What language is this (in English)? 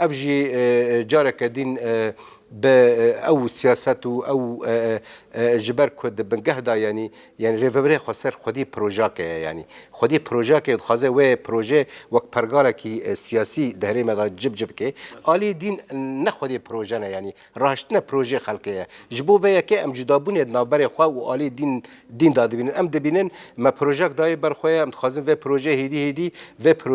Kurdish